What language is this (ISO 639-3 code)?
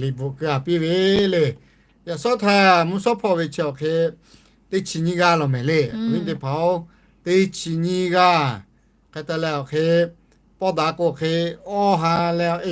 lhu